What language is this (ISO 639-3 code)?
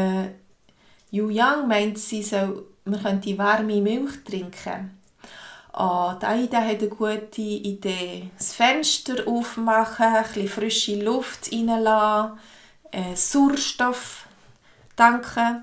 gsw